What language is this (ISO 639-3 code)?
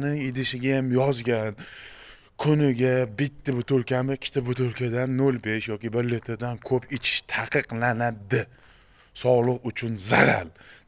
uzb